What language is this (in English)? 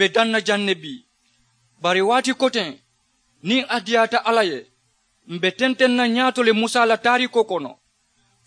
Mandingo